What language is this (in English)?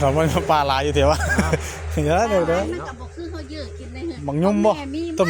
Northeastern Thai